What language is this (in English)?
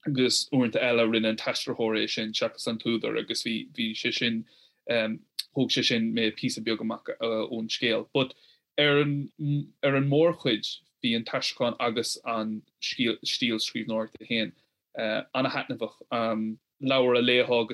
Irish